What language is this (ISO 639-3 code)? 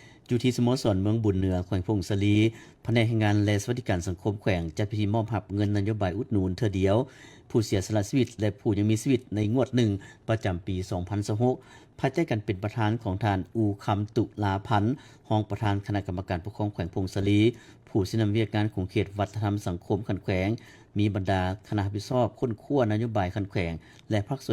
lao